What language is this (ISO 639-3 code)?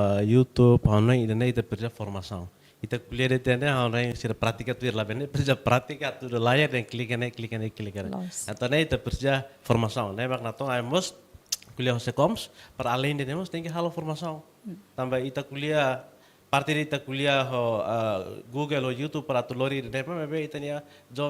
tet